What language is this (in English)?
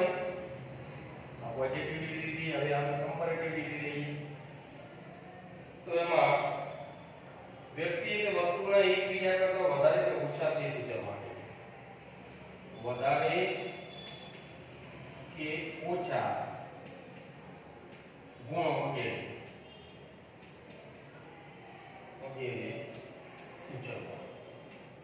Gujarati